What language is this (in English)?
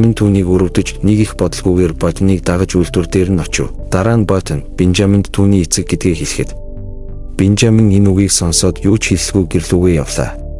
Mongolian